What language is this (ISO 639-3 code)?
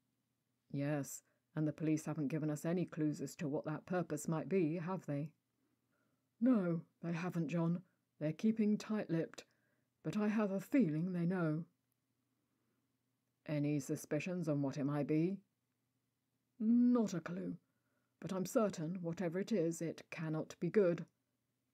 eng